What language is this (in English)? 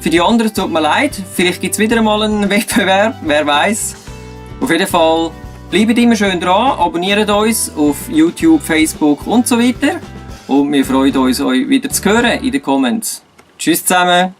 Swiss German